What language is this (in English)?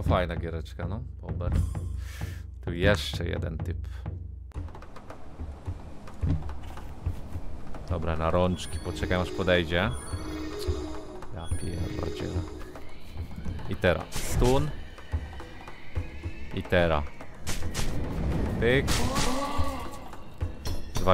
Polish